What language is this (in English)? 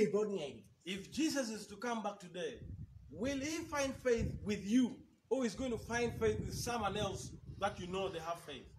Acoli